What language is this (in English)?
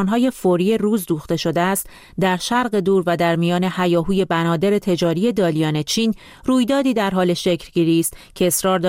Persian